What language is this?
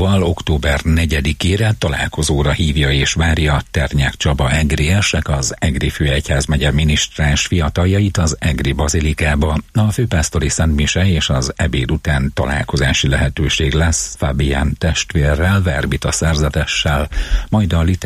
Hungarian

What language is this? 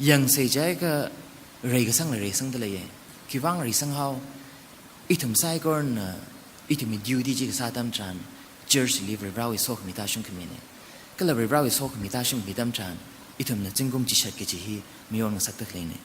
Tangkhul Naga (India)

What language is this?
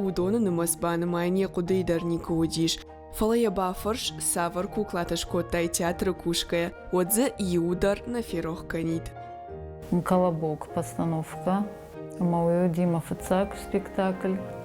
Ossetic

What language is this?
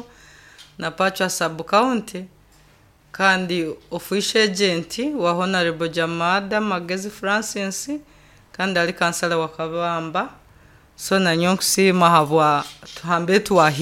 Nyoro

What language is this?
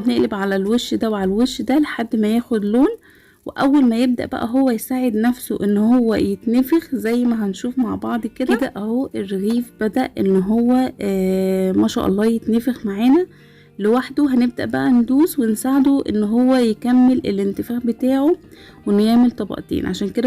Egyptian Arabic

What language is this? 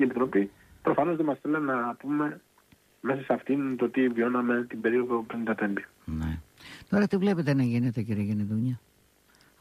Greek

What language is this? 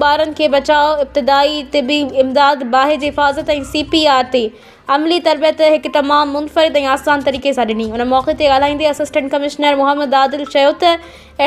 Sindhi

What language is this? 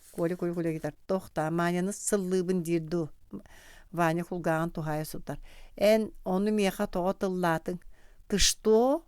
Yakut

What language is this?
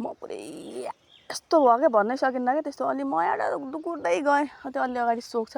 Nepali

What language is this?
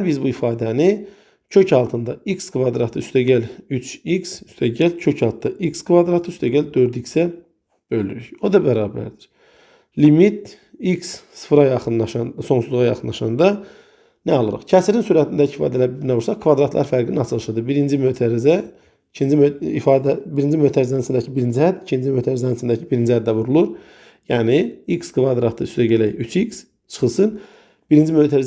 Azerbaijani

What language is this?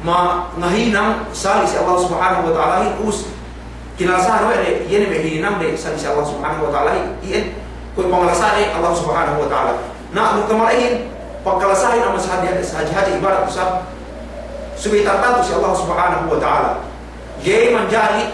Yakan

